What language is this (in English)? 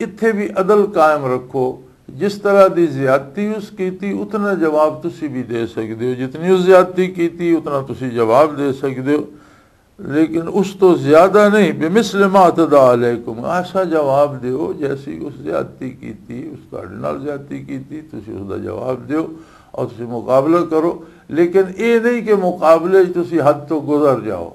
Western Panjabi